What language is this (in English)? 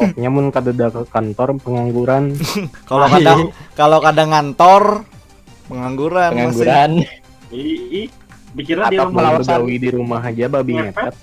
Banjar